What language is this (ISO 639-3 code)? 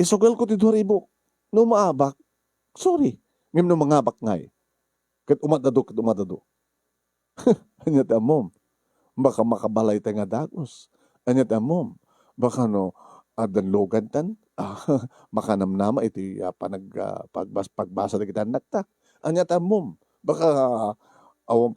ilo